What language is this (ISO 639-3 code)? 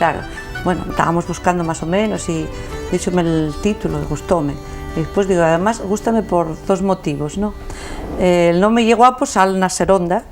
ast